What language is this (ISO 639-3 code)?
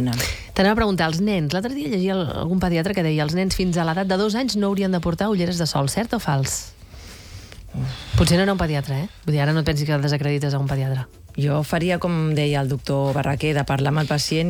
cat